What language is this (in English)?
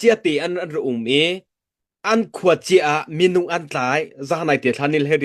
Hakha Chin